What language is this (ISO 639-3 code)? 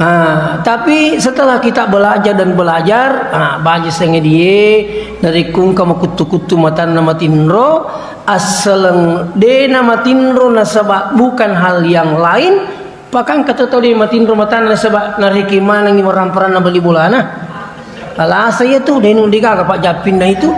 bug